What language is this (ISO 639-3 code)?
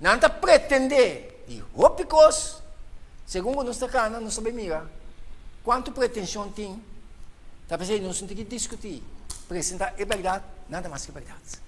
pap